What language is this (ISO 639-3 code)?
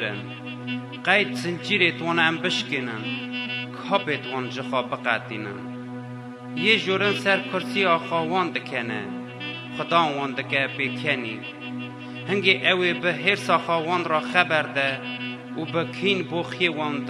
kur